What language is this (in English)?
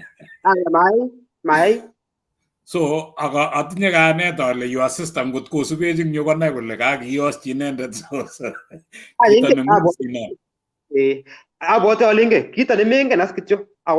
Kalenjin